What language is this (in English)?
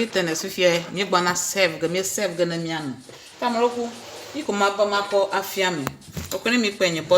Ewe